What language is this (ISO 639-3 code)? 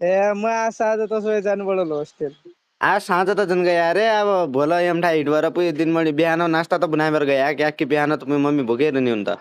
nep